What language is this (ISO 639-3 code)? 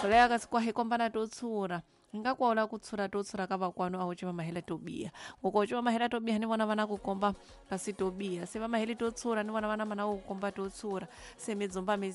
tso